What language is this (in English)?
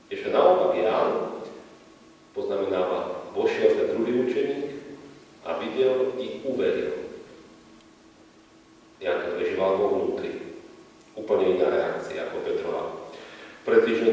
Slovak